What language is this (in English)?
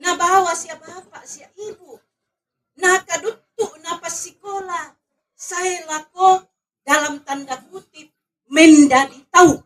Toraja-Sa'dan